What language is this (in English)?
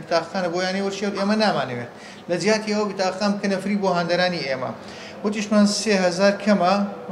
Central Kurdish